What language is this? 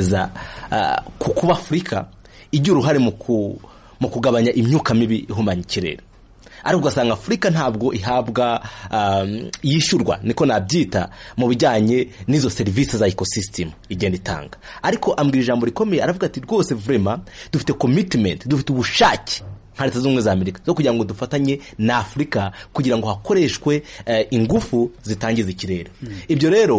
Kinyarwanda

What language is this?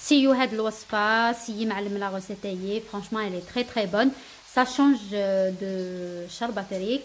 Algerian Arabic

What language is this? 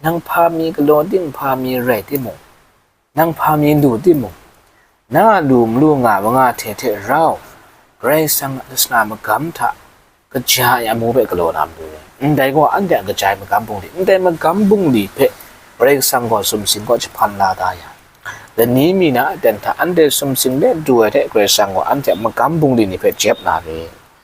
Kachin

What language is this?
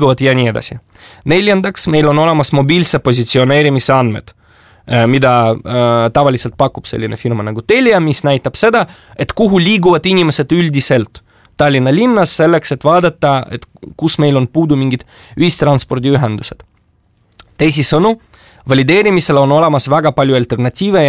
Estonian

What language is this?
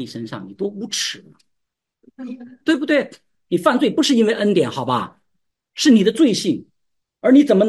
Chinese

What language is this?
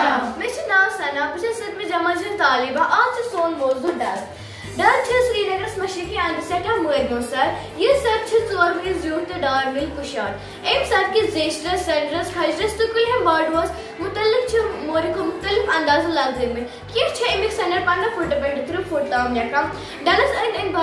Kashmiri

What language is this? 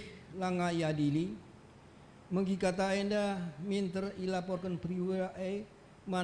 Batak Karo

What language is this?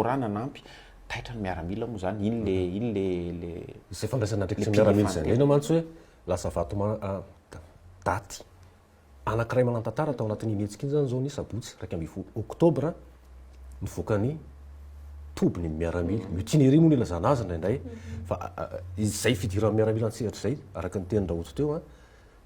Malagasy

